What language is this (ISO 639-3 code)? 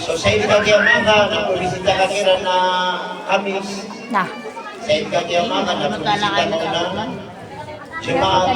mrw